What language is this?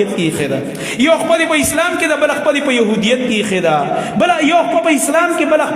Pashto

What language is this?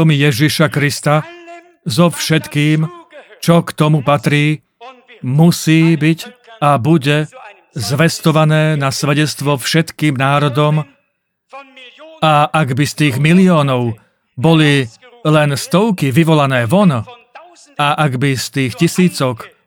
Slovak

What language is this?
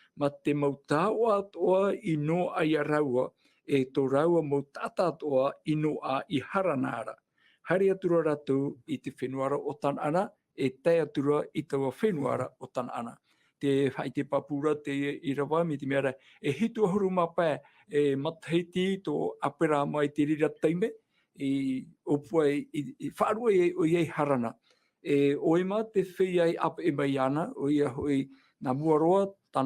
Tahitian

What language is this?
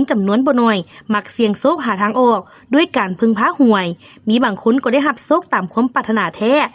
Lao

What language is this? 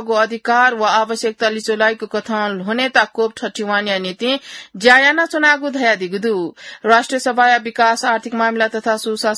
Newari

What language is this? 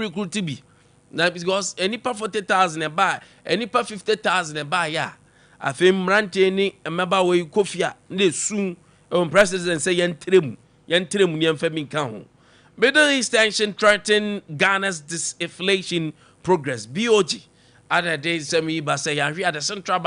Akan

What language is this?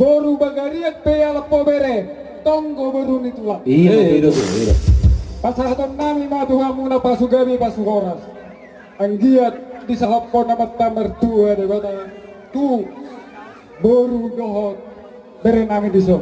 Batak Toba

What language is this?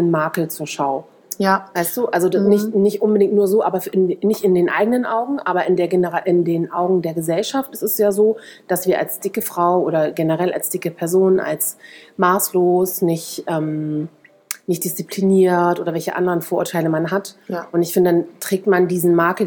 German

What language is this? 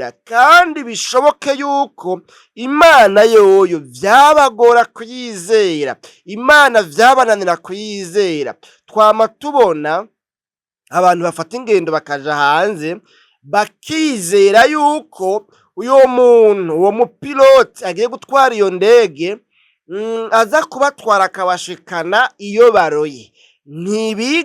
Rundi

